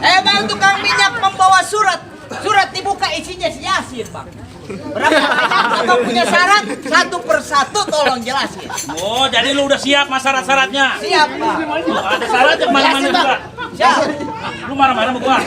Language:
Betawi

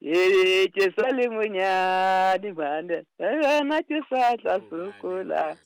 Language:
Southern Sotho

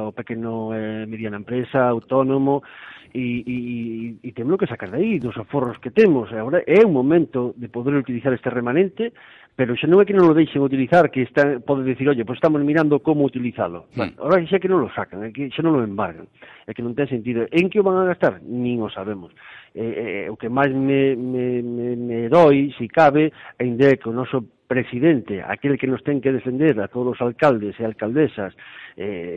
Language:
Galician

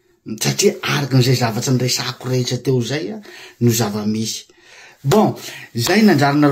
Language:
Malagasy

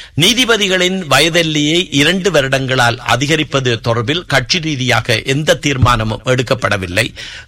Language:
Tamil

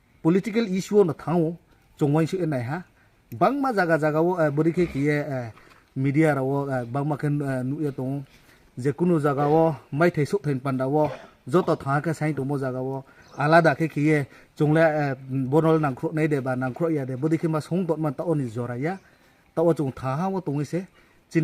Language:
Kok Borok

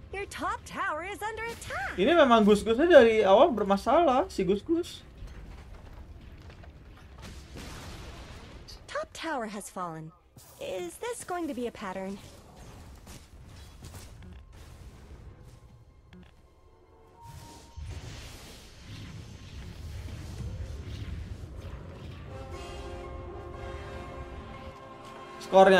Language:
Indonesian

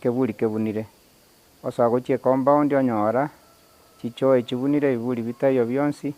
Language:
Gusii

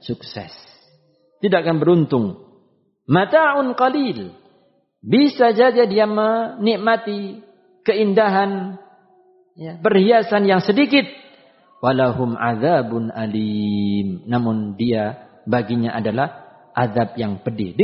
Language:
Indonesian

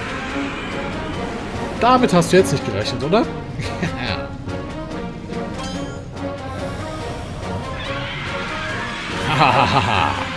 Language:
German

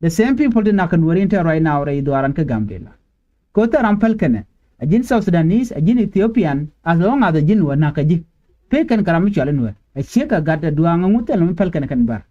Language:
Nuer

